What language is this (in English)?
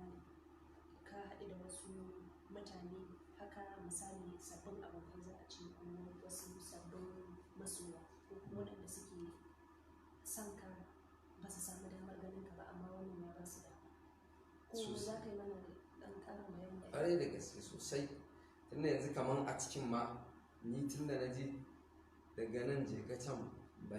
Hausa